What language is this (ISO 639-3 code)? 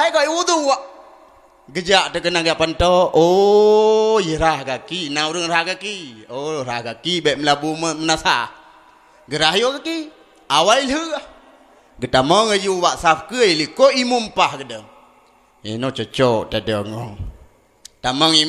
ace